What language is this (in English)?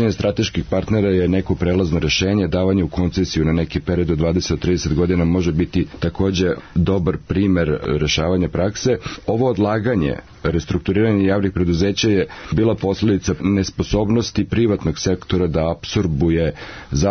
Serbian